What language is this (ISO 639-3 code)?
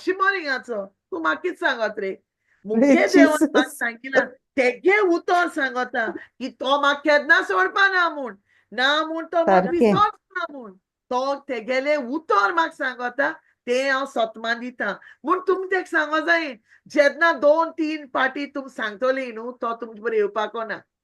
kok